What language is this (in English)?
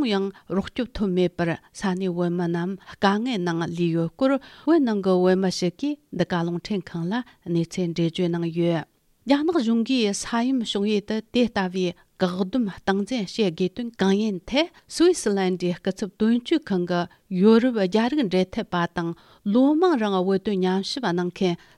Tibetan